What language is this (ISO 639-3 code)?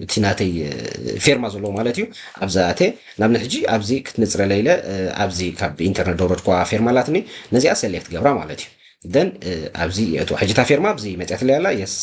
tir